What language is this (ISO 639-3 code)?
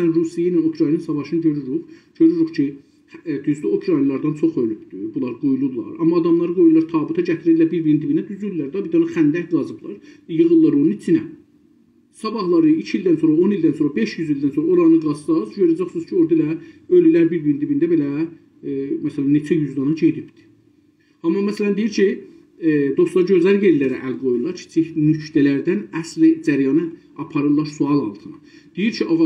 azb